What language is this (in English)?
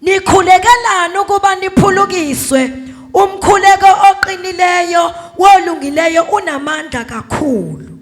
Zulu